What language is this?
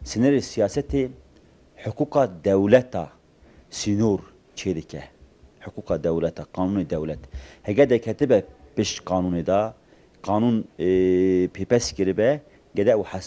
Kurdish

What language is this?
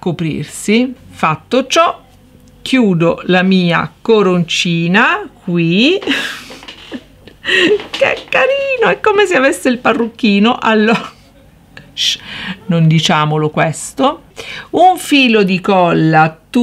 Italian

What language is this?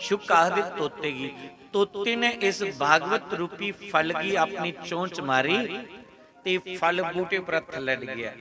Dogri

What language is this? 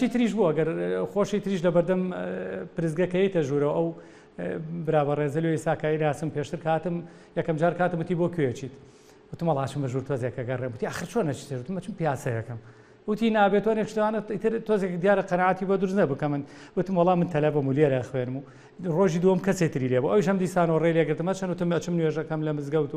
Central Kurdish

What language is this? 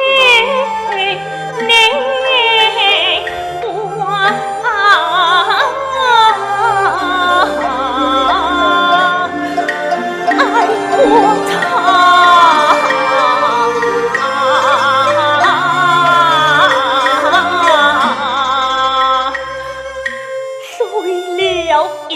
Pu-Xian Chinese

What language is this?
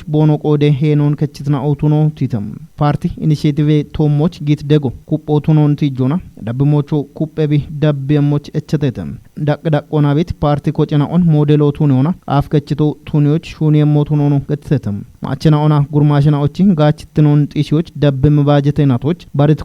Kafa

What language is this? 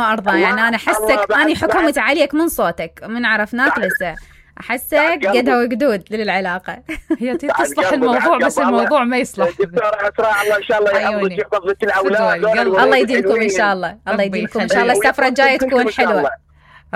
Mesopotamian Arabic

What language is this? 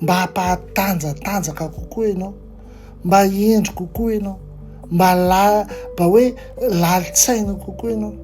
Malagasy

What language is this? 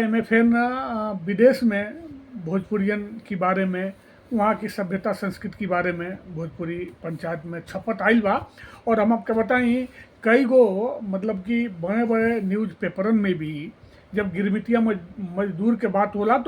Bhojpuri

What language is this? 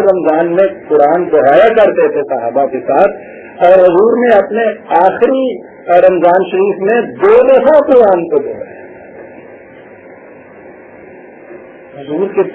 Urdu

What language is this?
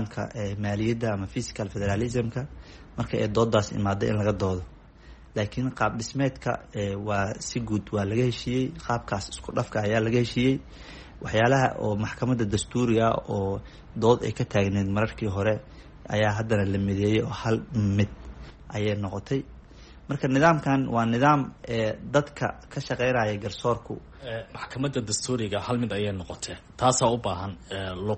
Somali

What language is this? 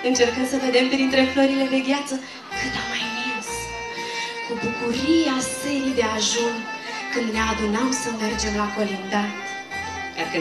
Romanian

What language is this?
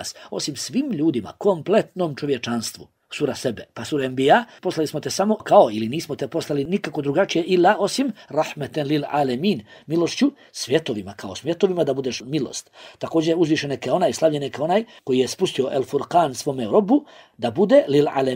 Bosnian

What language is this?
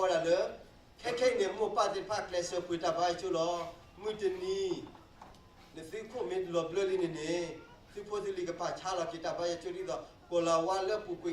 S'gaw Karen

